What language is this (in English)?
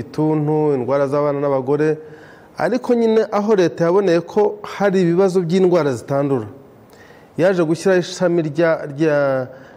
Kinyarwanda